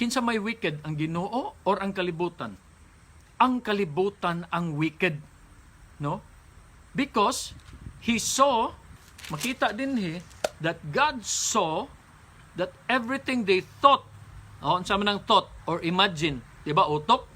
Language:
Cebuano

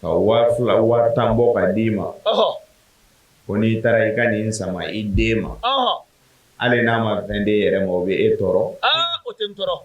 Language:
Bambara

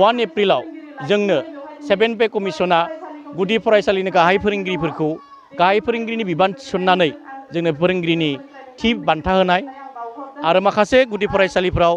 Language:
Bodo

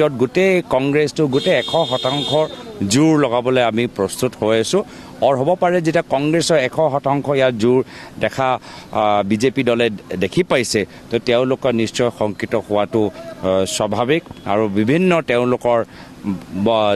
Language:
Assamese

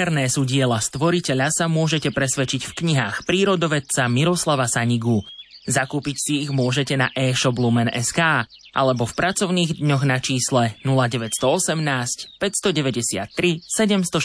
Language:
Slovak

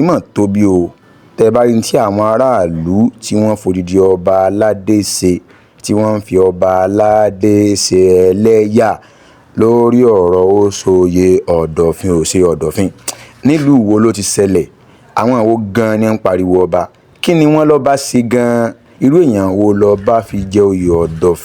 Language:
Yoruba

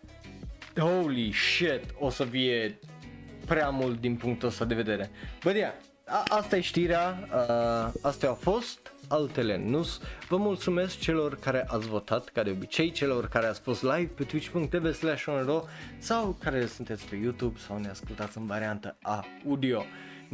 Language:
Romanian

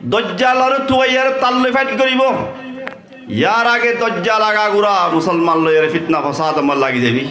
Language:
Rohingya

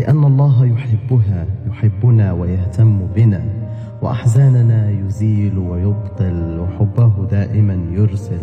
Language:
Moroccan Arabic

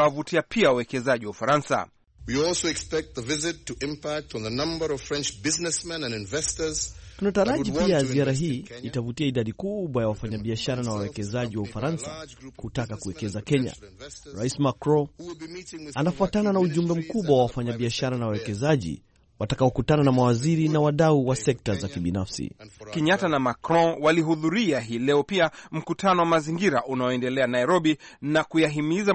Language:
Swahili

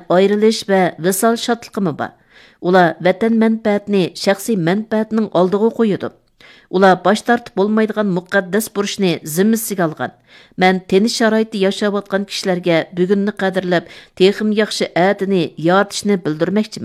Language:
Uyghur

